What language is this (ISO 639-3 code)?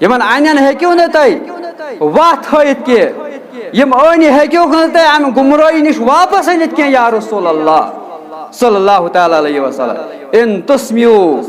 kas